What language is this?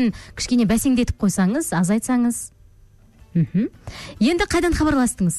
Kazakh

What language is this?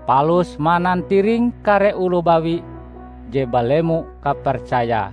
Ngaju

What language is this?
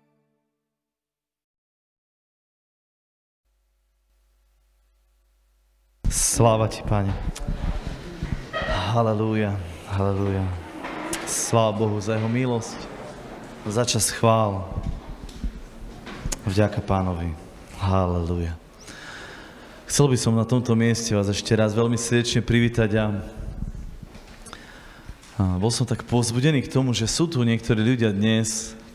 Slovak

